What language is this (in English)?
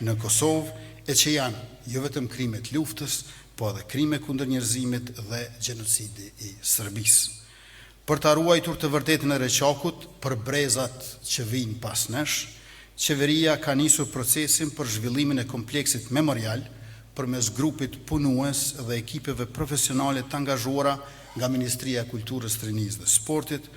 Albanian